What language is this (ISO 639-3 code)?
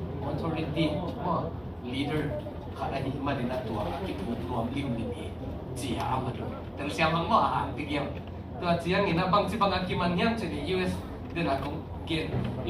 ctd